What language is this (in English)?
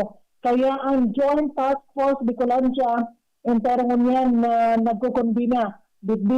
Bikol